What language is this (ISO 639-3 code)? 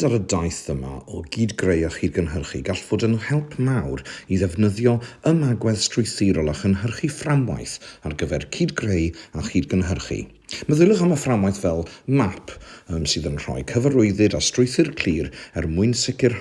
cym